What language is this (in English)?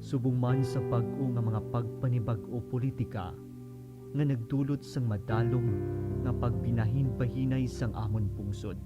Hiligaynon